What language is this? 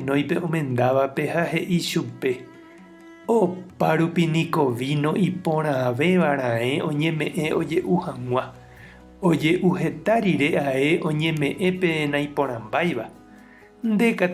Guarani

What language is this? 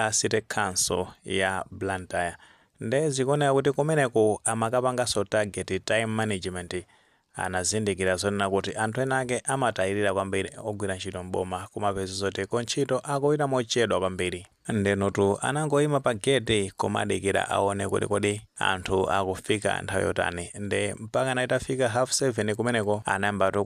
Nyanja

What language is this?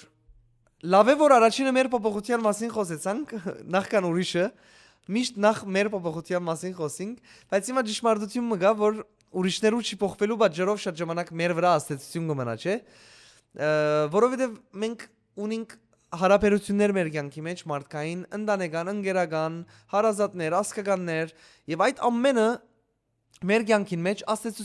Western Armenian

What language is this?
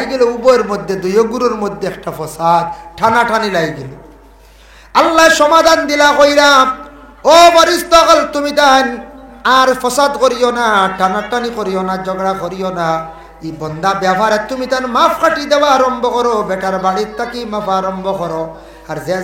Sylheti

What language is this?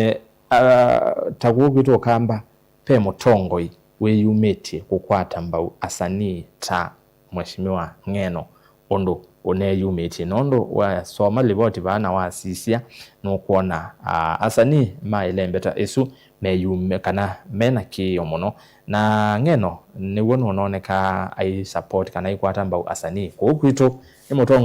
Kamba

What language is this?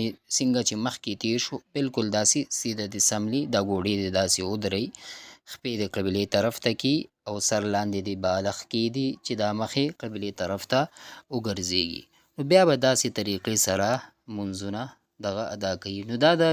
Pashto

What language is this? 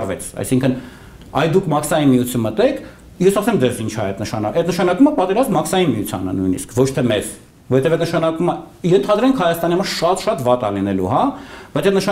Armenian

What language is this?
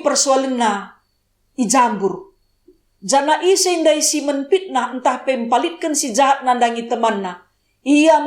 Batak Karo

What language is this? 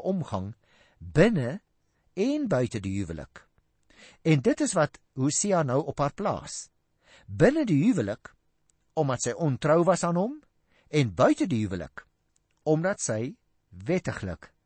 Afrikaans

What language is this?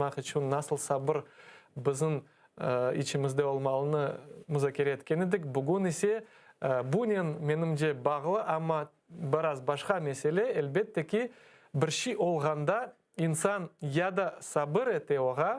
Crimean Tatar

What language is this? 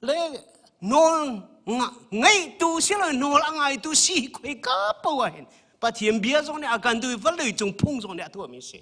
Hakha Chin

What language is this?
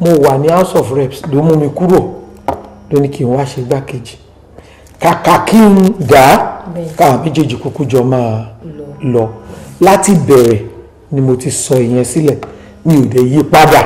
Yoruba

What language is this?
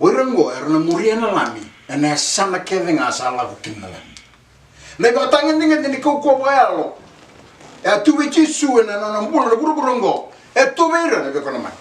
Fijian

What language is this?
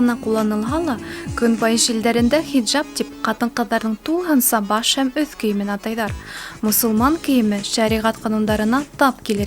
Bashkir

